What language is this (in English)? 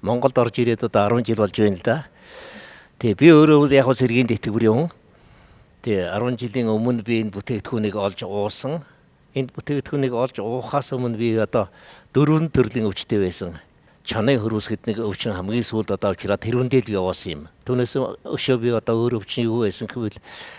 Mongolian